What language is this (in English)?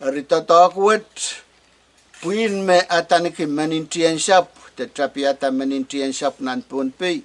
Pohnpeian